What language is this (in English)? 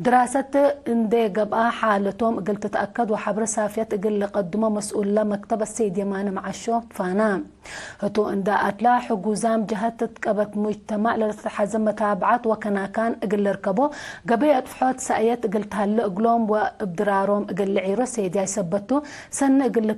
Tigre